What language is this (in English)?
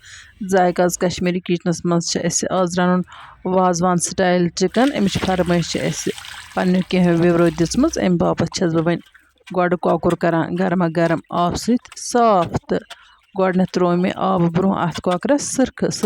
Kashmiri